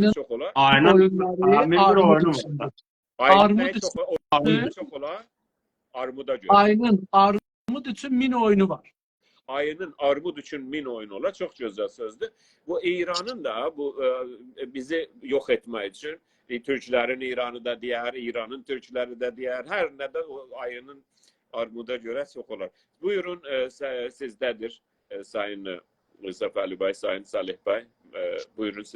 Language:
South Azerbaijani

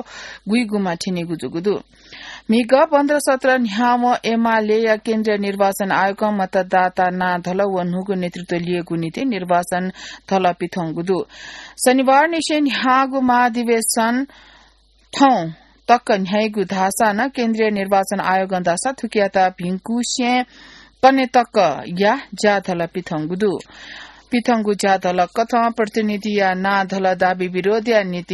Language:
Newari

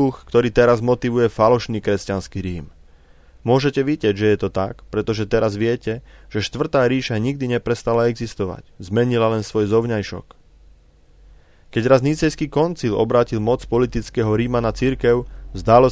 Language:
Slovak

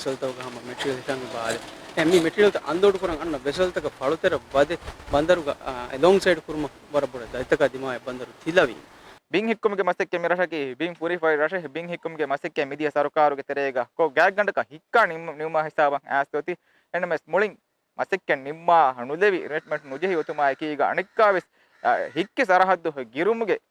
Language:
Divehi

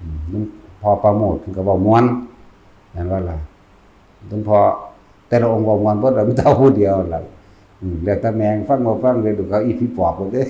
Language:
Northeastern Thai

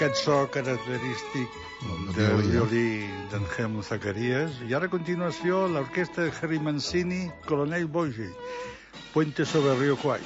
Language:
Catalan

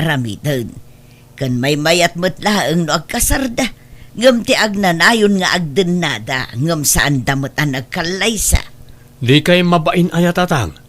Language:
Iloko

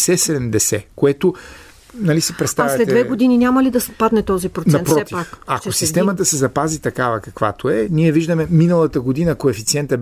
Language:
Bulgarian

